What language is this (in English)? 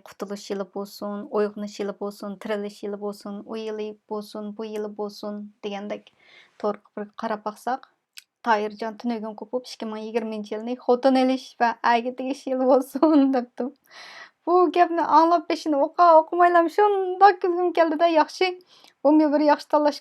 Uyghur